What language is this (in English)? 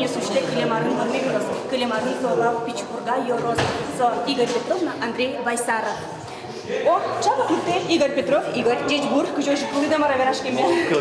Udmurt